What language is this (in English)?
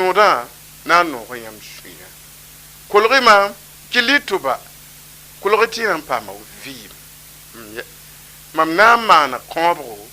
Mossi